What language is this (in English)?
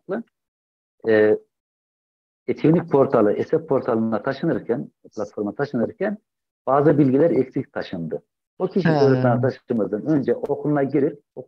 Turkish